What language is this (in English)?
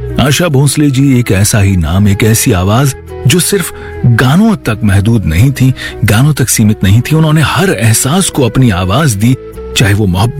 Hindi